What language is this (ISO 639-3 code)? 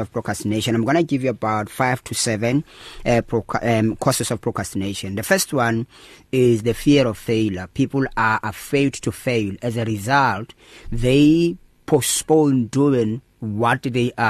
eng